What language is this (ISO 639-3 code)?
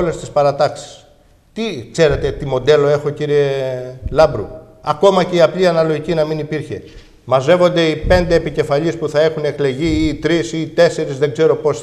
ell